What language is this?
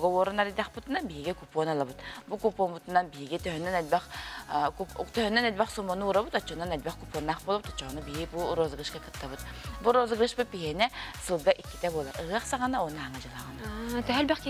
Yakut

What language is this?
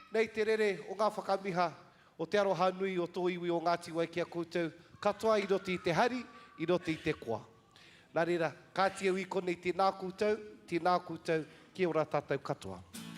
Māori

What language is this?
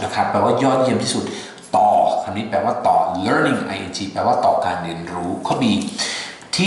Thai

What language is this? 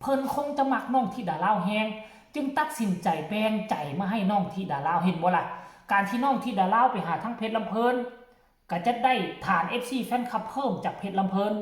Northeastern Thai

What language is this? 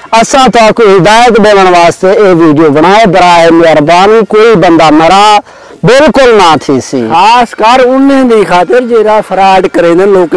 Saraiki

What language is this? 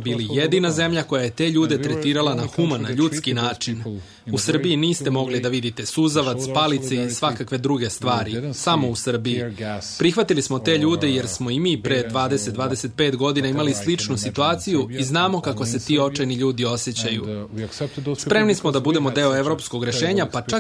Serbian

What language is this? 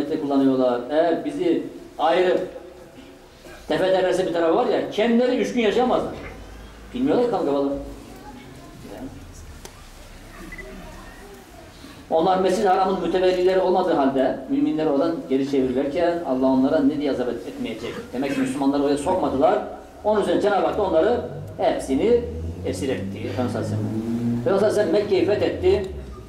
Turkish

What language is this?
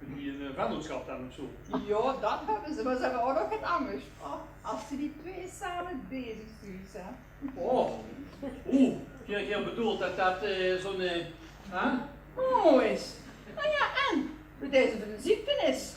Limburgish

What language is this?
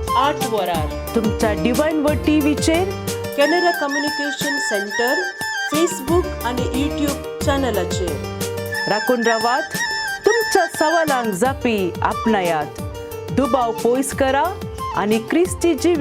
Konkani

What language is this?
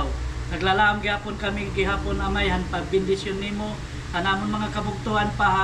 Waray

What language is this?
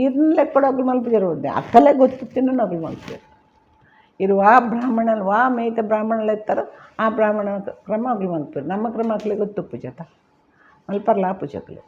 Tulu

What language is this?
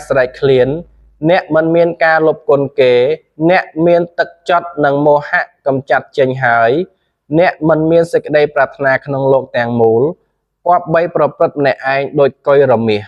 Khmer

